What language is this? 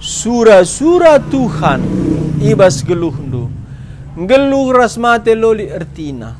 Batak Karo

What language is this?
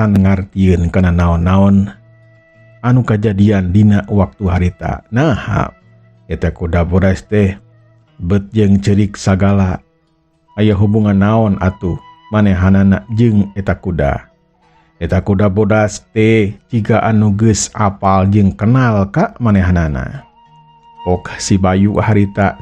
Sundanese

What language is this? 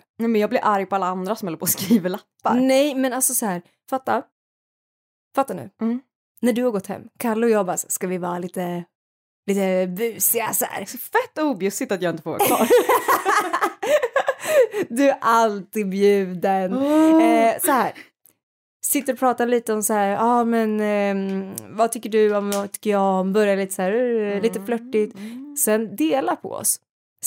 Swedish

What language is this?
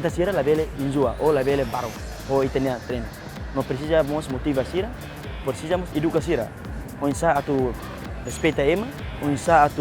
Tetum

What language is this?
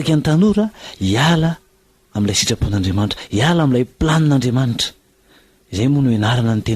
Malagasy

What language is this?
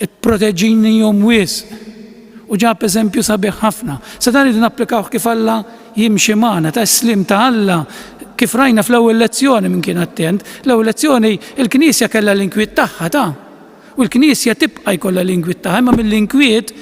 Maltese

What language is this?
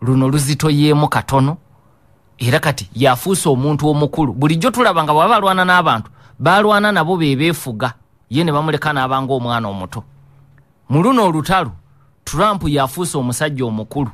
Ganda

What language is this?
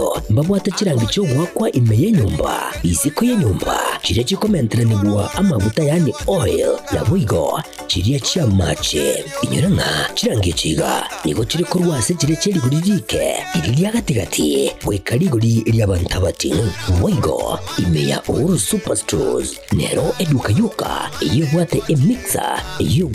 Gusii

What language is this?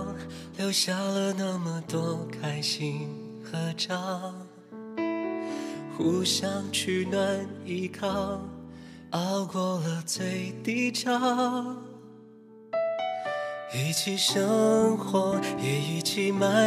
Chinese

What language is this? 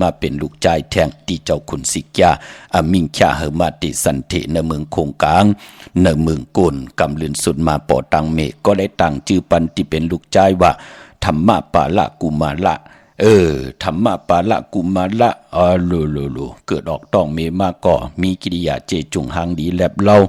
Shan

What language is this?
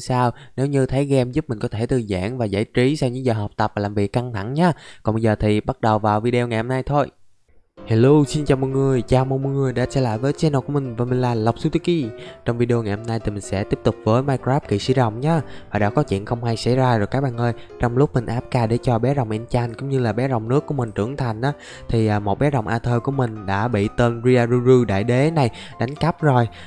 Vietnamese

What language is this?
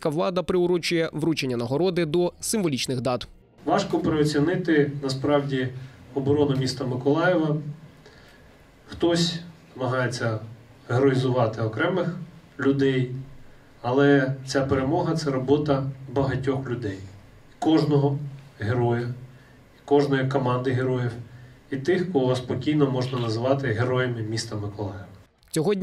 Ukrainian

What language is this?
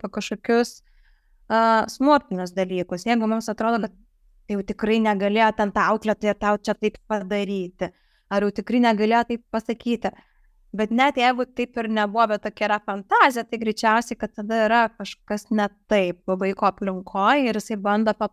Lithuanian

